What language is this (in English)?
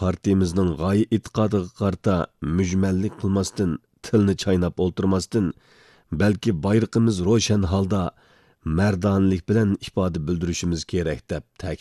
Uyghur